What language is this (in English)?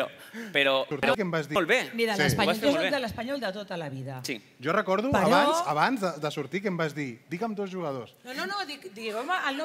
Catalan